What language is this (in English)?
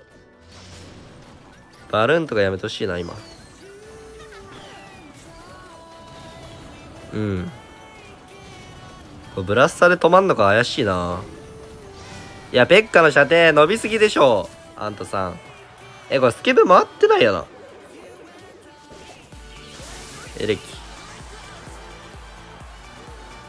Japanese